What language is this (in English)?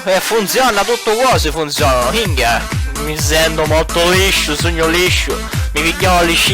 Sicilian